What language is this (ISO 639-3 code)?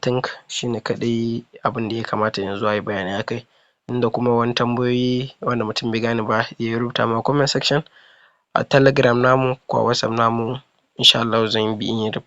hau